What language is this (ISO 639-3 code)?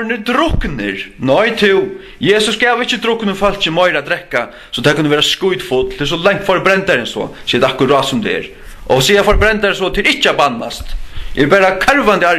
fao